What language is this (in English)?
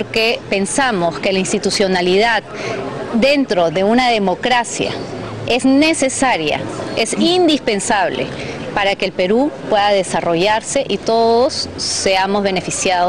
Spanish